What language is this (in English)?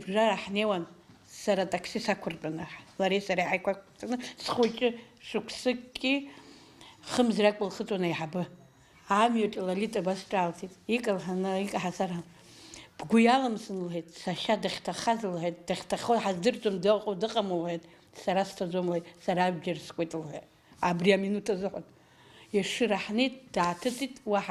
Abkhazian